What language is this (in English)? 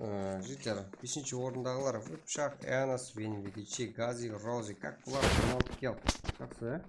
Kara-Kalpak